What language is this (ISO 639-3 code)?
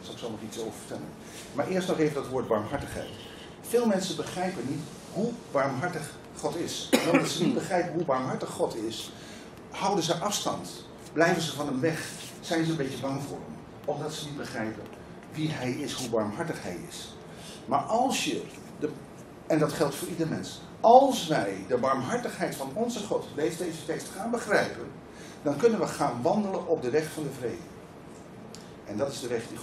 nld